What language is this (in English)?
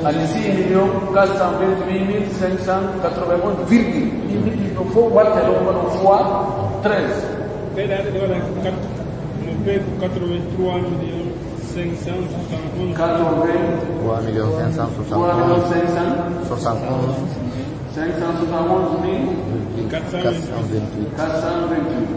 Pular